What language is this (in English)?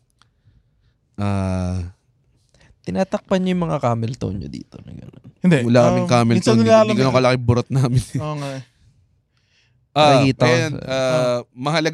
Filipino